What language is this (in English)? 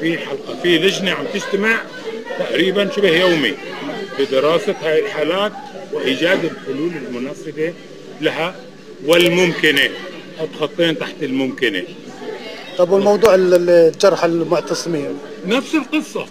North Levantine Arabic